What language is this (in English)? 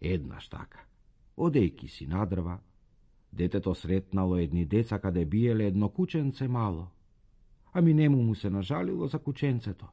Macedonian